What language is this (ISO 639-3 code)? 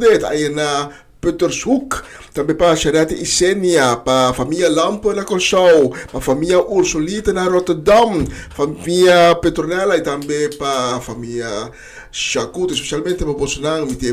pap